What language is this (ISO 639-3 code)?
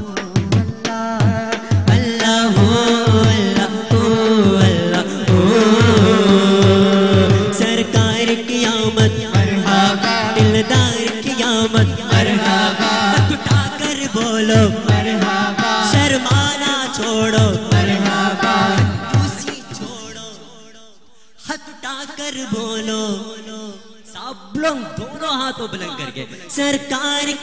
urd